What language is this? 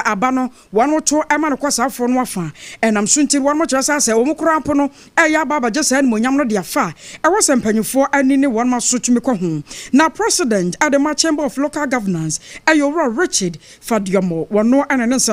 Akan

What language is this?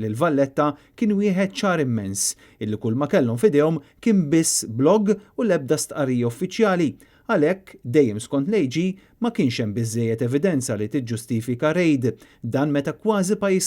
Maltese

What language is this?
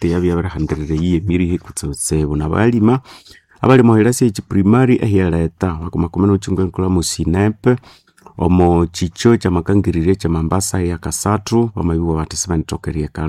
Nande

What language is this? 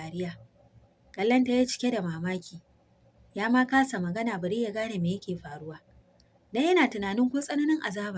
Hausa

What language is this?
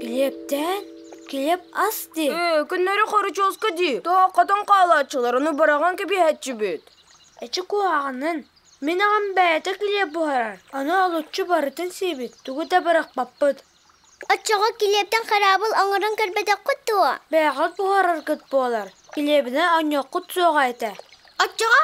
Yakut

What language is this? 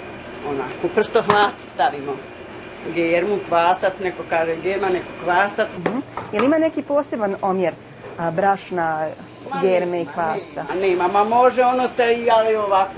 Bosnian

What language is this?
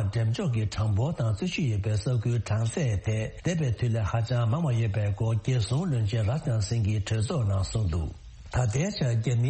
Tibetan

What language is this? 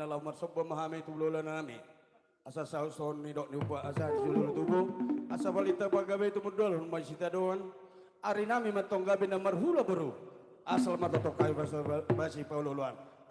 Batak Toba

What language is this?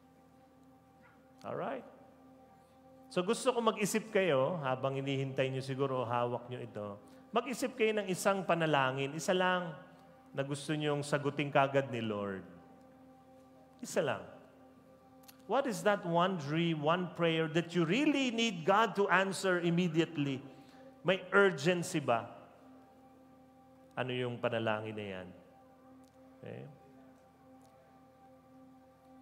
Filipino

